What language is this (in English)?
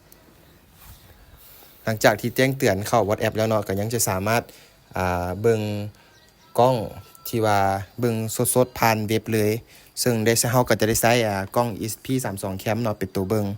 Lao